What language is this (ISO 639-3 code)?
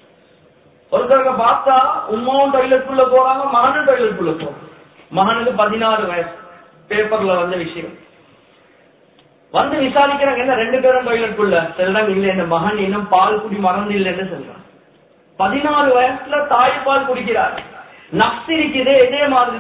tam